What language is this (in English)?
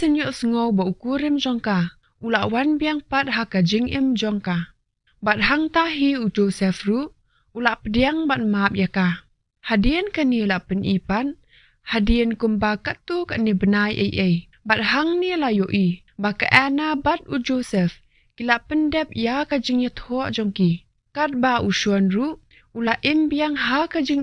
Khasi